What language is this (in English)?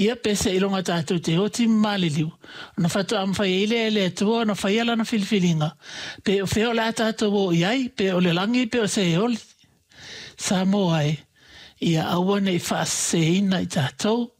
Samoan